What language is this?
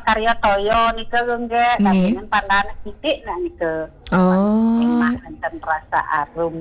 Balinese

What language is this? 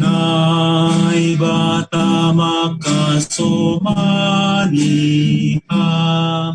Batak Simalungun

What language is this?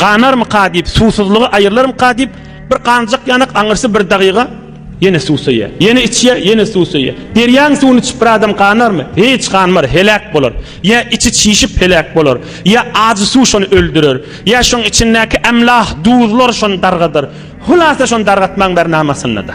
Turkmen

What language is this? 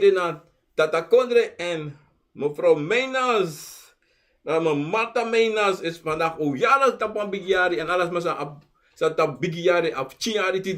Sranan Tongo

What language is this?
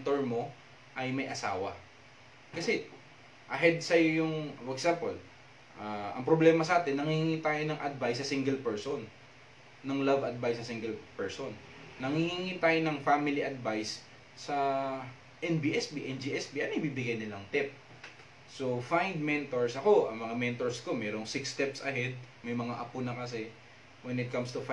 Filipino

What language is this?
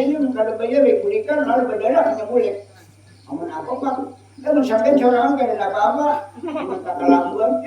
Banjar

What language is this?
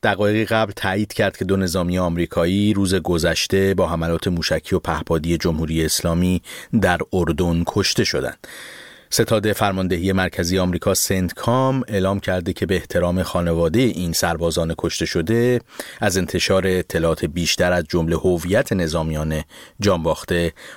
Persian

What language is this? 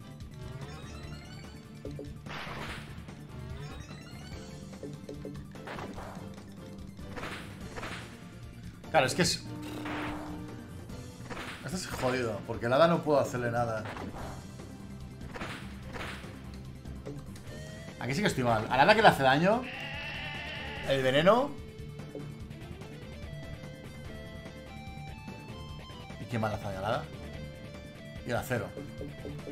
Spanish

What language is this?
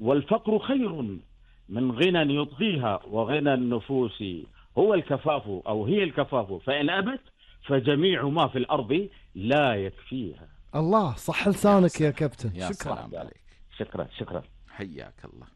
Gulf Arabic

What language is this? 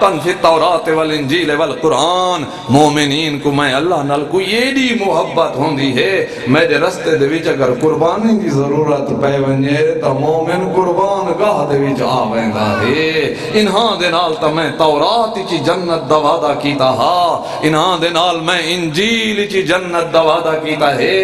Saraiki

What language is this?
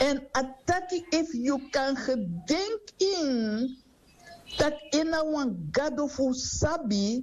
Sranan Tongo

